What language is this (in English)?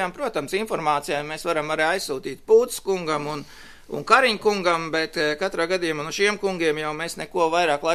Latvian